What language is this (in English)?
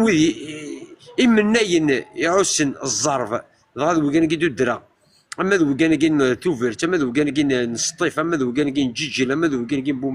Kabyle